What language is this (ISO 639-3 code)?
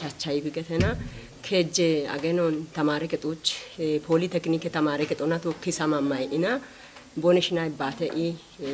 kbr